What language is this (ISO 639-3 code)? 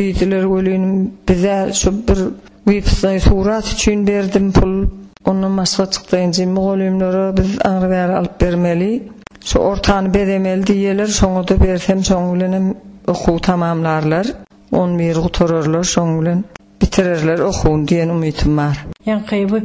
tuk